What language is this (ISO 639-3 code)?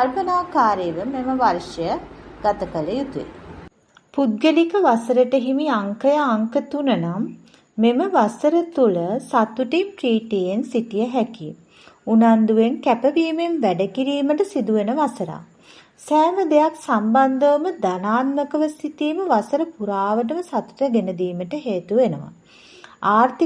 sin